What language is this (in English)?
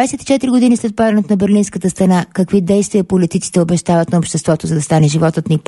Bulgarian